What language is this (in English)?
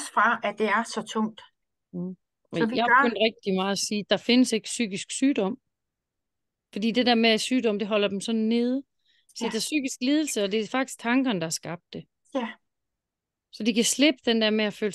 Danish